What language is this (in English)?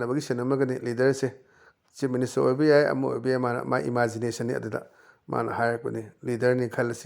Manipuri